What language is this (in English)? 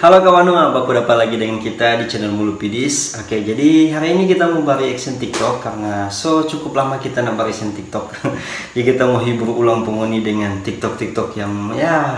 Manado Malay